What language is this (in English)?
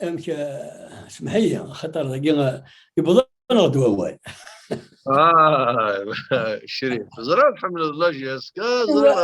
Kabyle